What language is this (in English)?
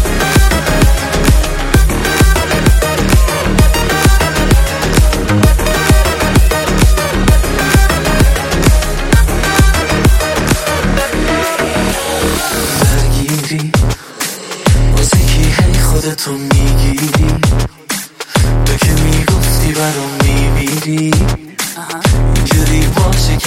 Persian